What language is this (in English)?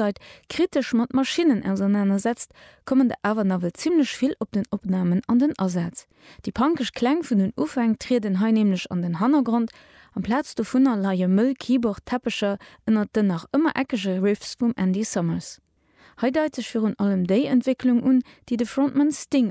Luxembourgish